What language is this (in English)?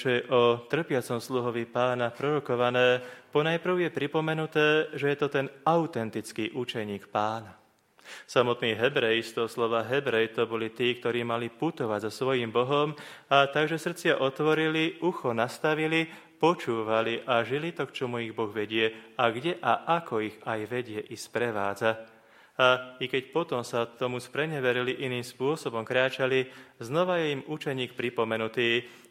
Slovak